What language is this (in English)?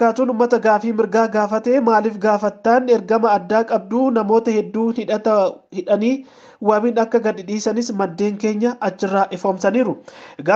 Oromo